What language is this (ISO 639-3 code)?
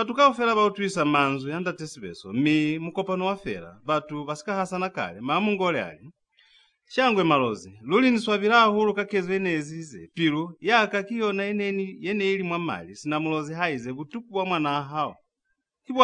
loz